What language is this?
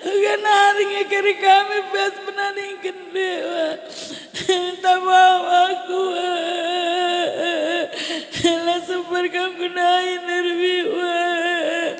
Batak Karo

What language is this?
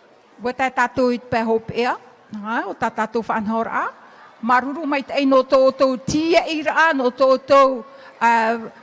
Tahitian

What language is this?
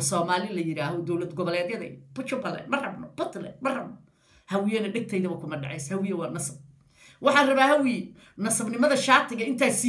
Somali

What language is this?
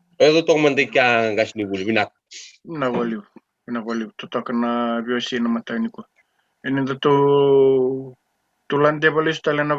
Fijian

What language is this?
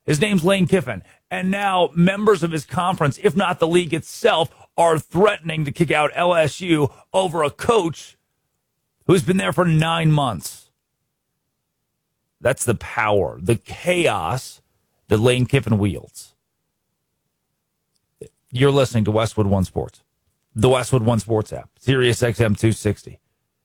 English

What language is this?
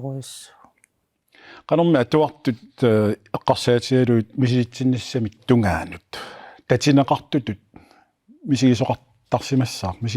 Kalaallisut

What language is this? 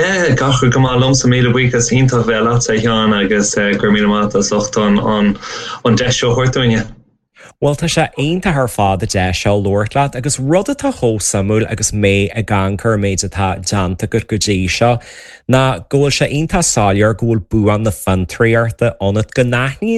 Irish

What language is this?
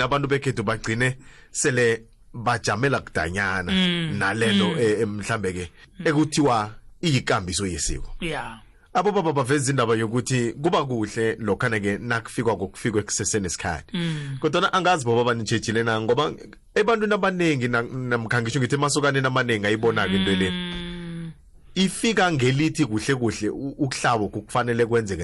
South Ndebele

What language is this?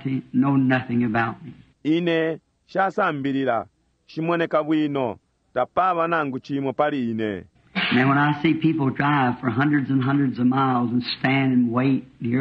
Bemba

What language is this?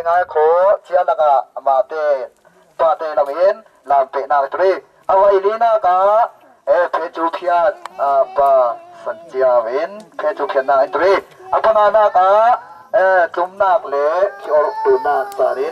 Falam Chin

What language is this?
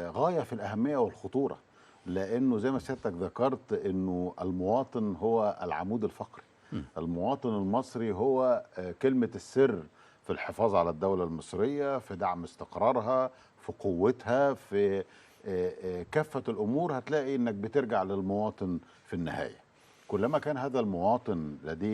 Egyptian Arabic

